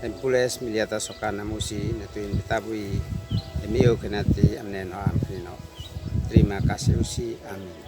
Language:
Uab Meto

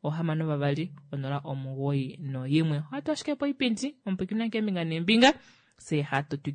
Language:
Kuanyama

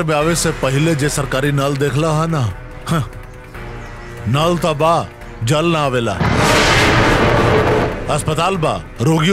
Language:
Bhojpuri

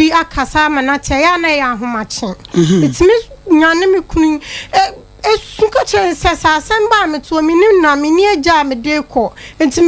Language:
Akan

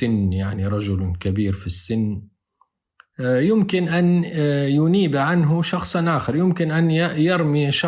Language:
Arabic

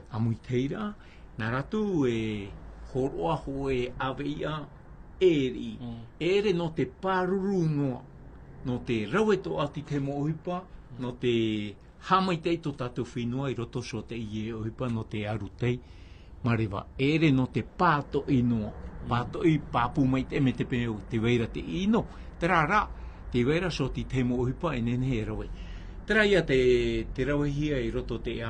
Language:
Tahitian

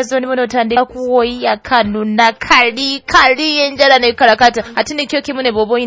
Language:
Nyoro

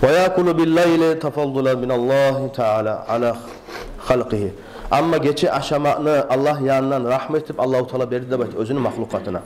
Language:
Kumyk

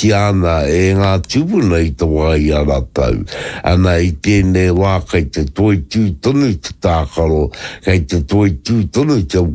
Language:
Māori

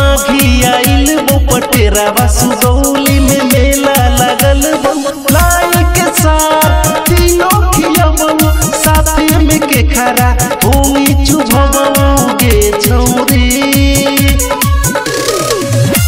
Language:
Bhojpuri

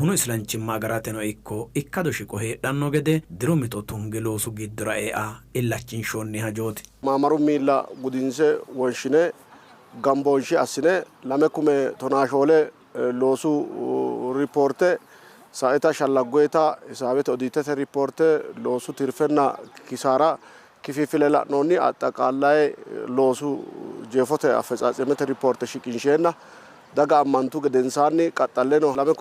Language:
Sidamo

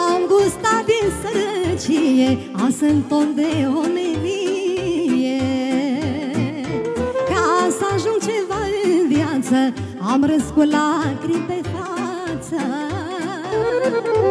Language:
Romanian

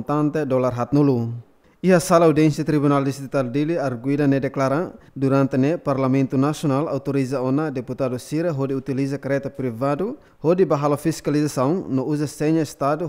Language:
Tetum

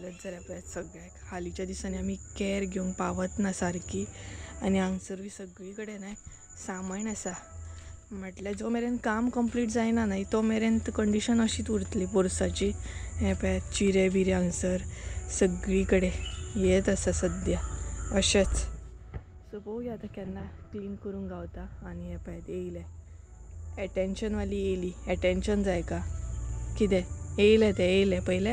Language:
Konkani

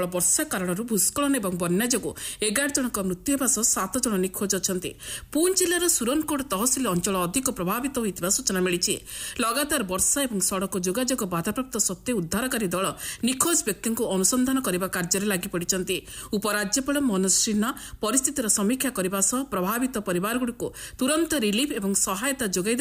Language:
Odia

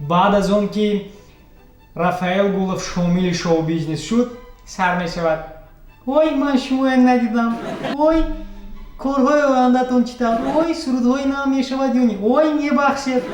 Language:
Tajik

